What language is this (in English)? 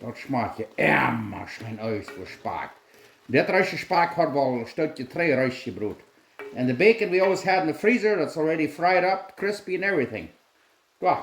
Plautdietsch